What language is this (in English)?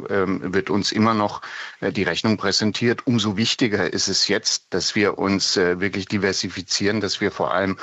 German